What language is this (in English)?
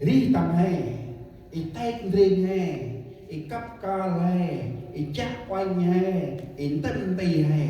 Central Mnong